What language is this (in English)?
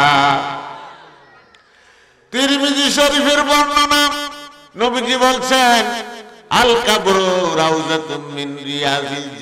Bangla